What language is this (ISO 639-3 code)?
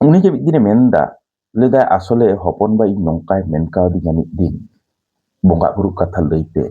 sat